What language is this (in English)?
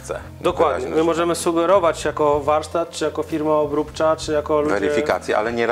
Polish